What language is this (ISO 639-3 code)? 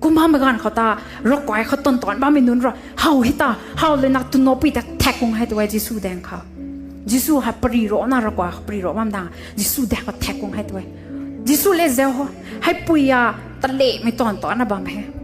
nbu